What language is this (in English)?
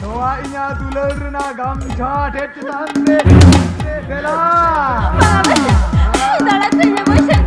Santali